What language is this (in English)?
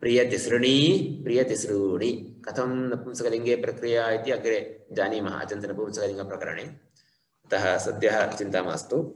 Sanskrit